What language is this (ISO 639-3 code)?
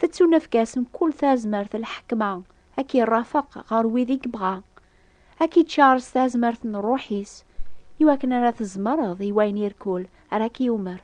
kab